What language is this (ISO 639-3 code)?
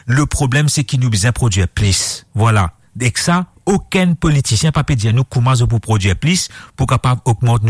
mfe